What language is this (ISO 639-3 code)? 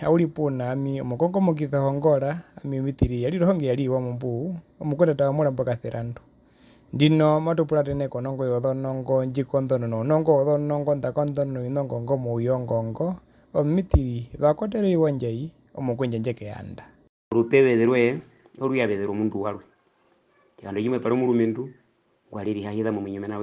her